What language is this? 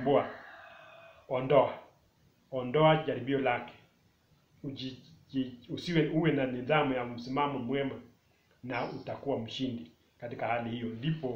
Swahili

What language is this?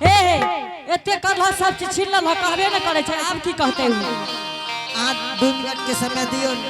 Angika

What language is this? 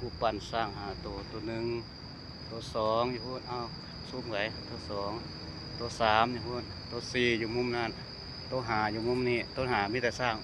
Lao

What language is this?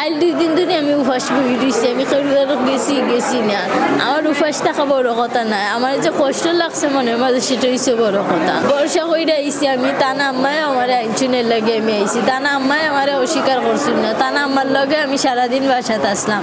Sylheti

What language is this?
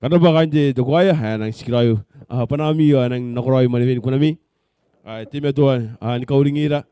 Gilbertese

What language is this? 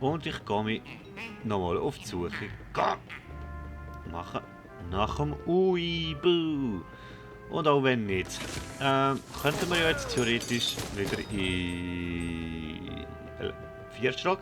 Swiss German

